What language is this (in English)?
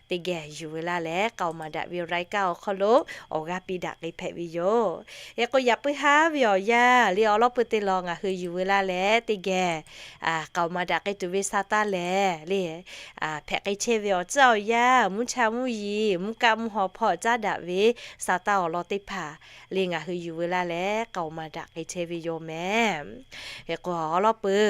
Lahu